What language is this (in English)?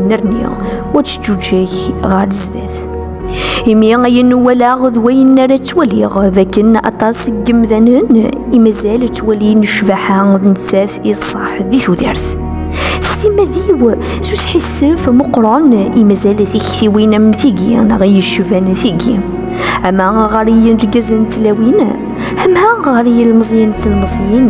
Kabyle